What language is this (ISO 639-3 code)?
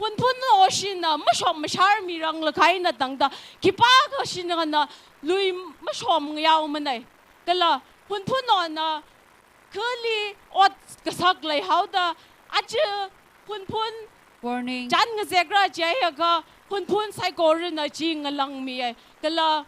nmf